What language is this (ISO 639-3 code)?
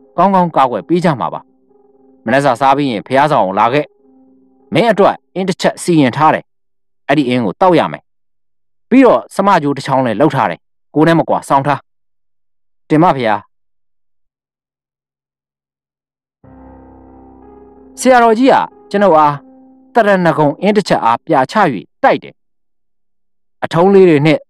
mya